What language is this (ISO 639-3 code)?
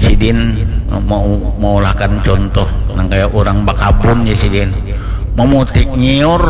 bjn